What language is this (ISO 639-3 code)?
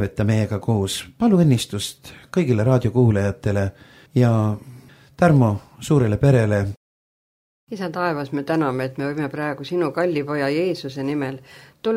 est